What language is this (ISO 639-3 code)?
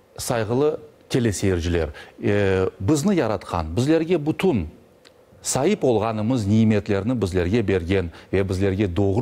crh